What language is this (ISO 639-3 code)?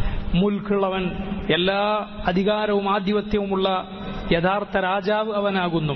mal